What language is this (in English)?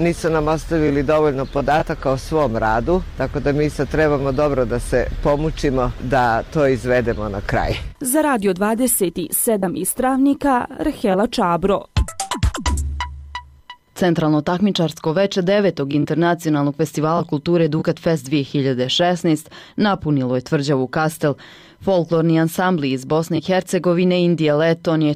Bosnian